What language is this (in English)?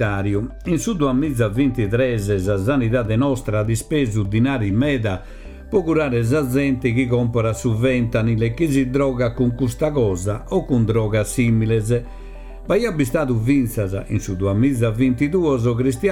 Sardinian